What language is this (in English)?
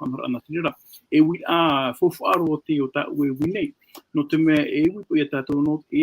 Tahitian